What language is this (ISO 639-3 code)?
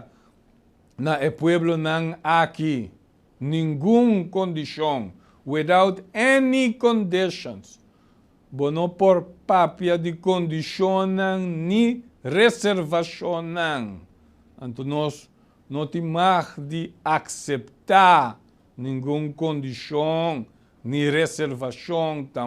pap